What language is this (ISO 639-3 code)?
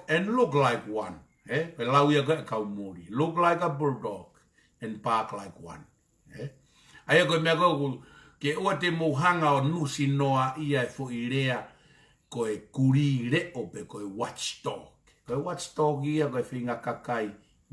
ton